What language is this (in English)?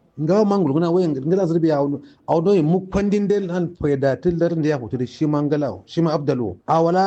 Kanuri